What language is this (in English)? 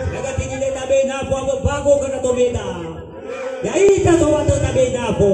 Nias